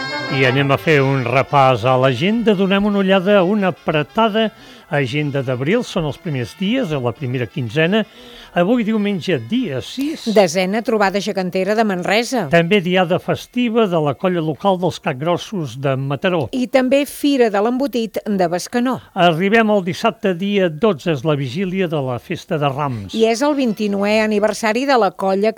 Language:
Catalan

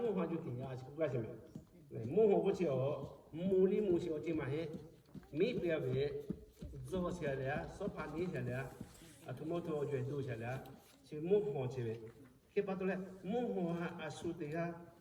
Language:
Lahu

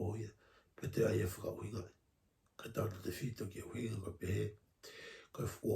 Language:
Tongan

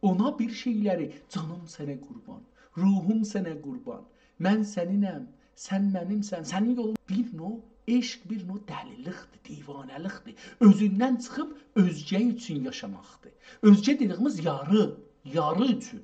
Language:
South Azerbaijani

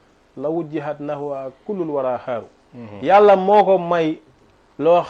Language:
Wolof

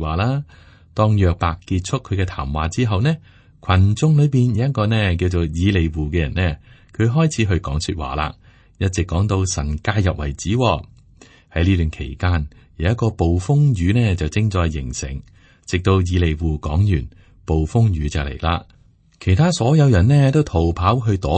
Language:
Cantonese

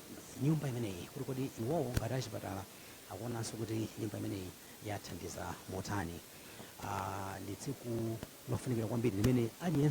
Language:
Nyanja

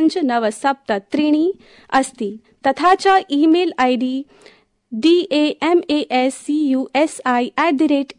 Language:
Sanskrit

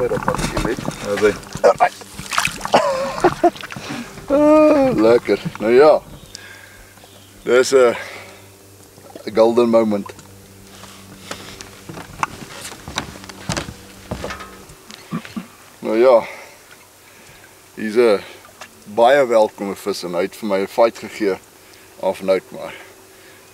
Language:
Afrikaans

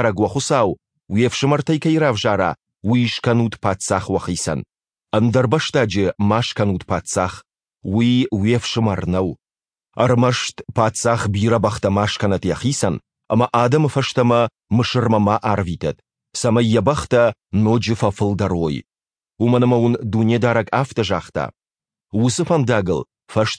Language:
Ossetic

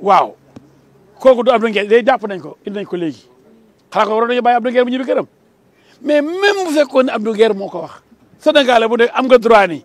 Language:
Wolof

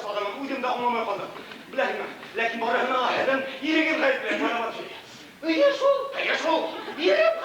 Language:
Bashkir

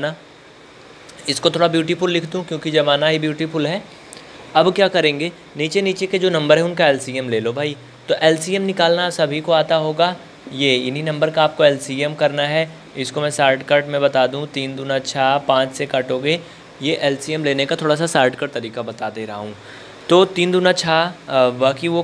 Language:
Hindi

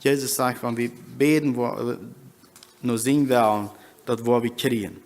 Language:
Plautdietsch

